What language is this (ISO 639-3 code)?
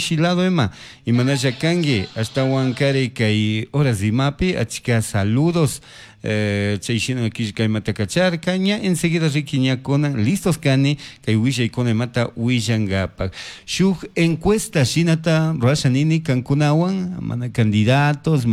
qug